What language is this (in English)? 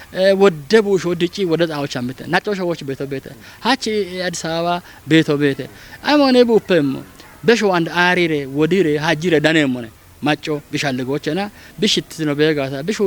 Kafa